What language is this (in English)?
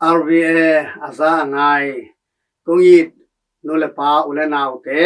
Tedim Chin